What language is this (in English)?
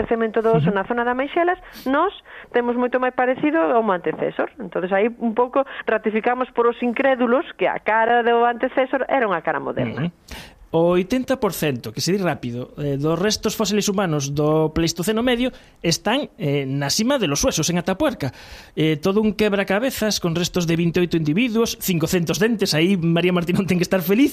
Galician